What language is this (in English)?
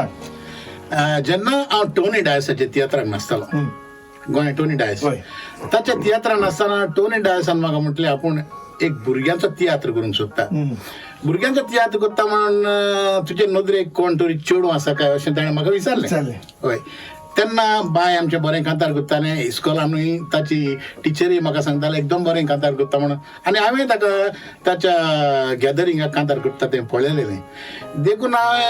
Konkani